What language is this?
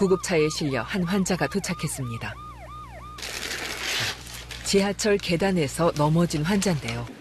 Korean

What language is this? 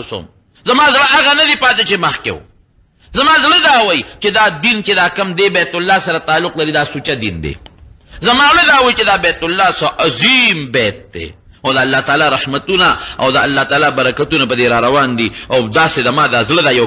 Pashto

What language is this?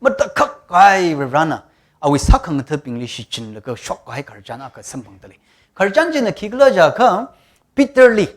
Tangkhul Naga (India)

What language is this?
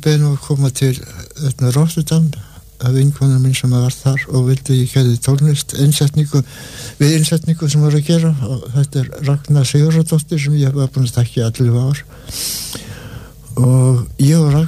Icelandic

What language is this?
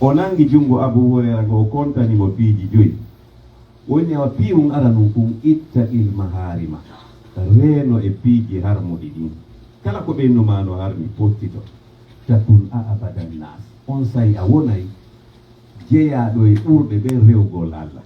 Pular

